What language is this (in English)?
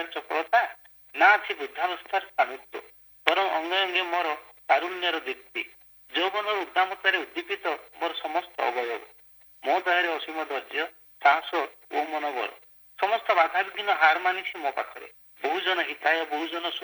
Odia